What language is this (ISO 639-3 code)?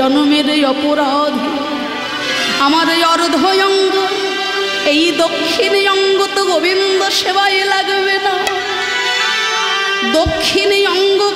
ben